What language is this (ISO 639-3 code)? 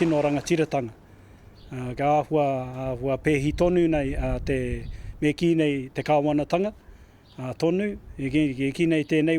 mri